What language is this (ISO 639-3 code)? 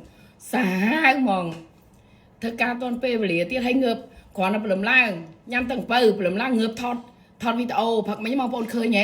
khm